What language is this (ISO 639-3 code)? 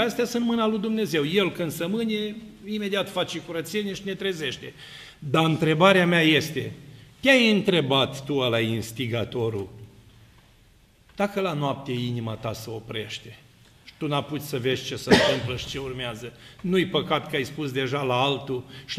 ron